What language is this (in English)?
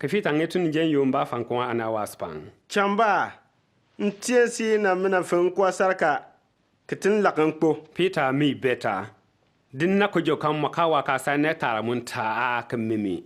Bimoba